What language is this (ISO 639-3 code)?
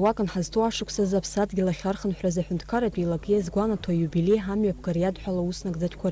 abk